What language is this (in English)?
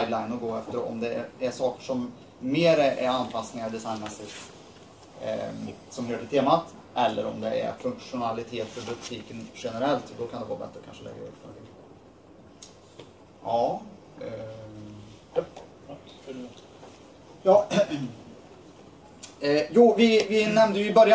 Swedish